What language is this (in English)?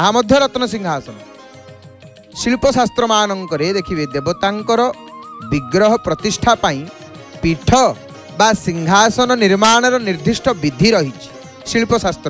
Odia